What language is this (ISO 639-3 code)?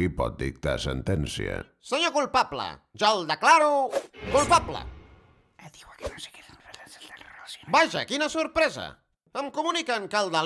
cat